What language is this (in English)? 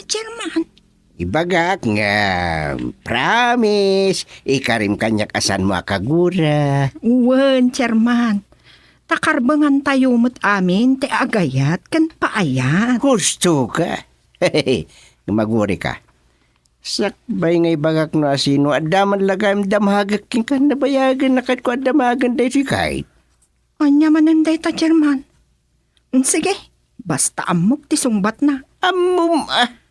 Iloko